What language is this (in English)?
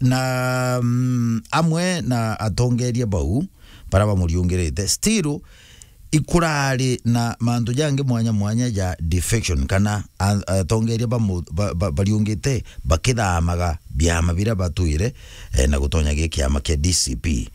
Meru